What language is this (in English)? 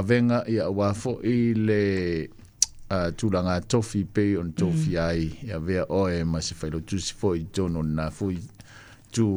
Samoan